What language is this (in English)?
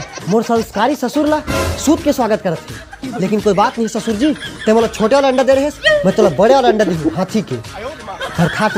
Chhattisgarhi